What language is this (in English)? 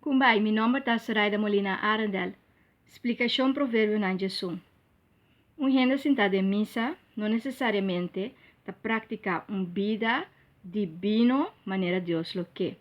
Papiamento